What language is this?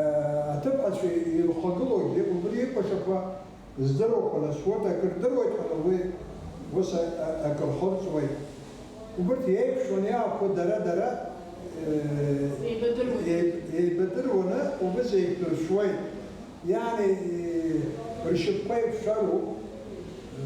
Abkhazian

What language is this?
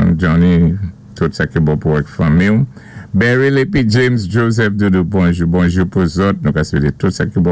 Saint Lucian Creole French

